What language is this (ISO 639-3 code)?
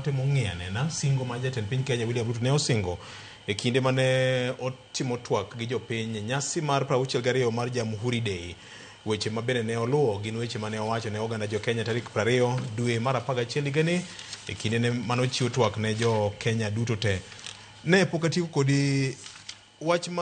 luo